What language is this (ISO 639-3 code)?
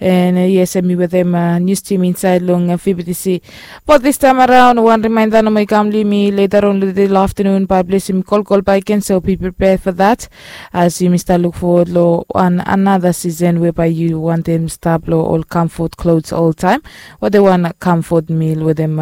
bis